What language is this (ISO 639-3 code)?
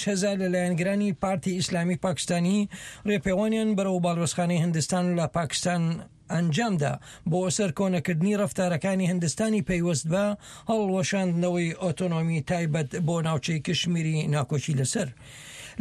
ckb